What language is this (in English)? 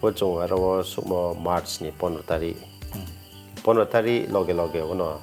Riang (India)